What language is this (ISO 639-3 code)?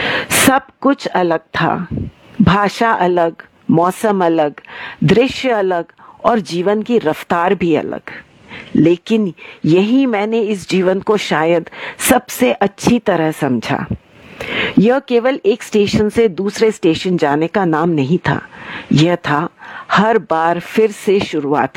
hin